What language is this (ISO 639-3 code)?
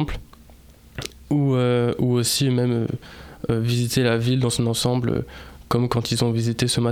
fra